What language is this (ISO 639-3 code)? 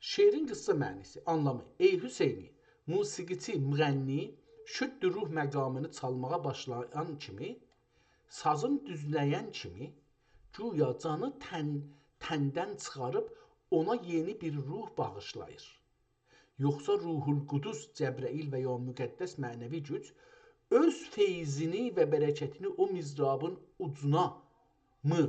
azb